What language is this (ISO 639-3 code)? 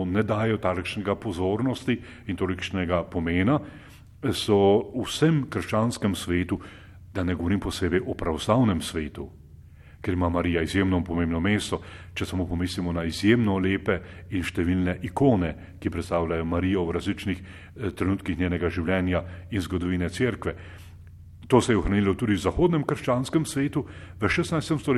slv